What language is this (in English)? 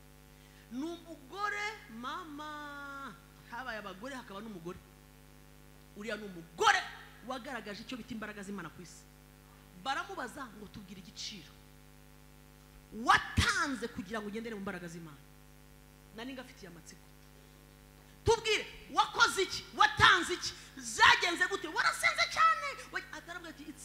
Kinyarwanda